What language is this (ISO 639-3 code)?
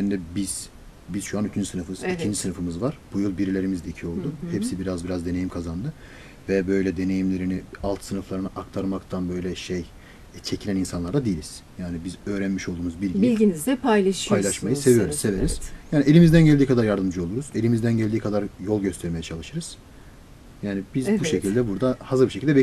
tur